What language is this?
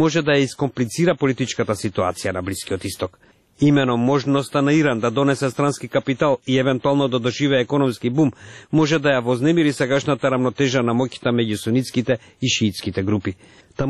Macedonian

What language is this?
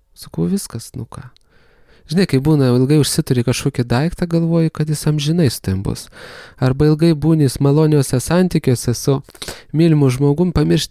Lithuanian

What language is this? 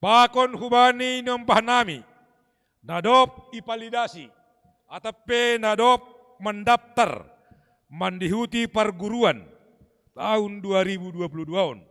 Batak Simalungun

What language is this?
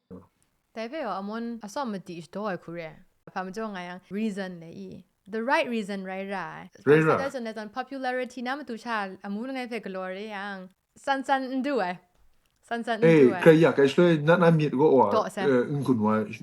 Kachin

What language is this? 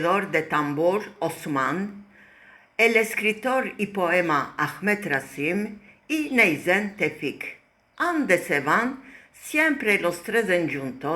Ladino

